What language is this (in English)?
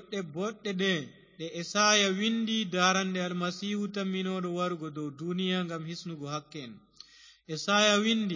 Fula